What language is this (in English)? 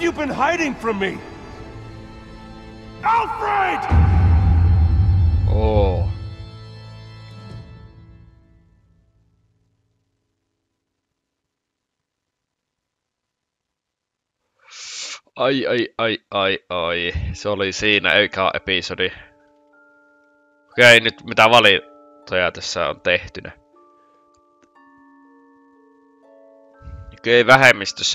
Finnish